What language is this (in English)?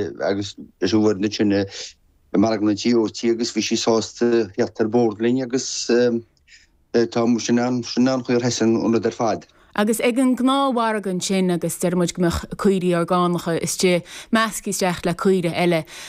Irish